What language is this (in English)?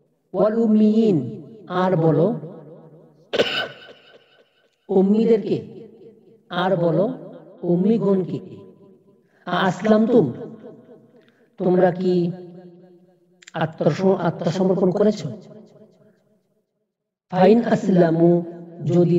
Bangla